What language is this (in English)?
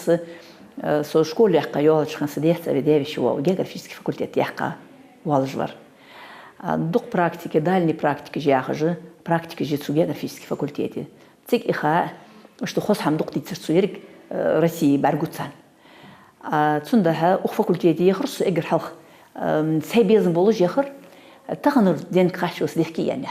Ingush